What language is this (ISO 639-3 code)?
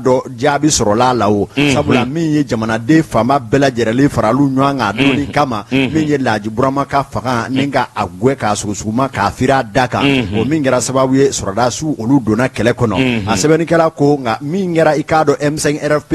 bam